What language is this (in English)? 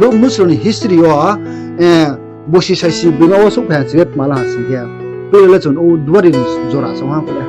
Riang (India)